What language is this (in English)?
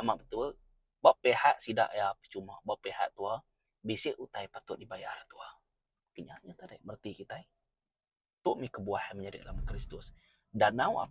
Iban